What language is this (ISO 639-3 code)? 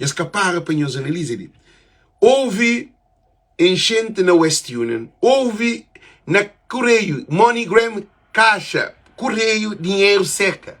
kea